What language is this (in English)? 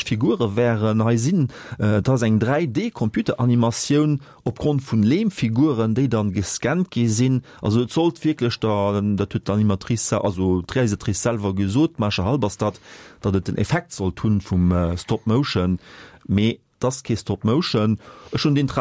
Luxembourgish